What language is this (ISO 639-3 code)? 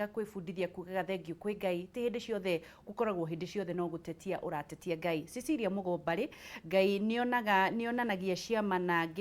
kik